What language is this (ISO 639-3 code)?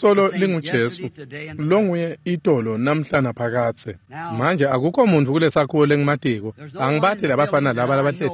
ssw